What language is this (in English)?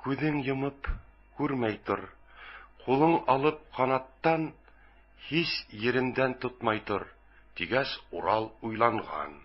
Bashkir